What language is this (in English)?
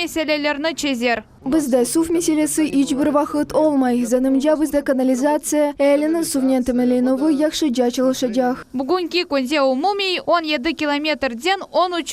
Crimean Tatar